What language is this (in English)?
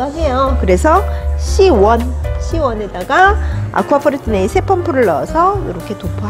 Korean